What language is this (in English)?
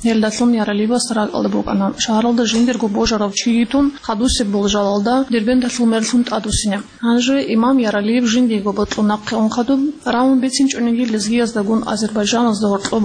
Avaric